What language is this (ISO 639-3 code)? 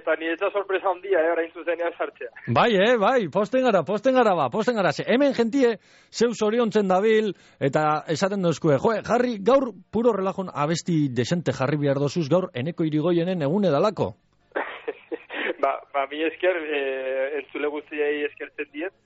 eus